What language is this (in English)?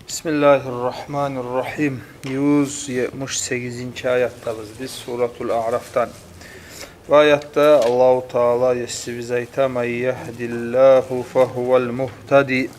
Kumyk